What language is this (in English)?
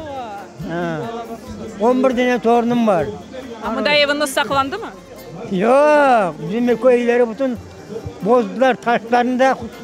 Crimean Tatar